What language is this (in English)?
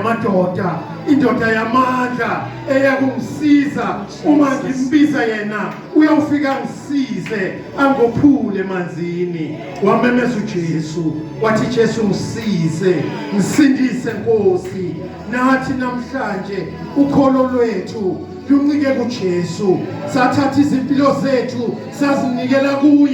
Zulu